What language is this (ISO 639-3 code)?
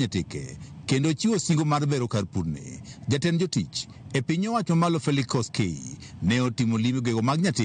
luo